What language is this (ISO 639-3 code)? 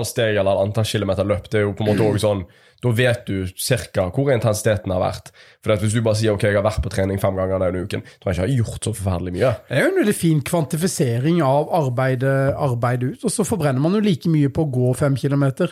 nor